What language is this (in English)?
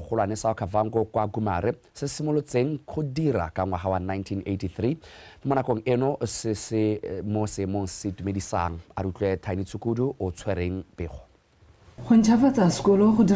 Tswana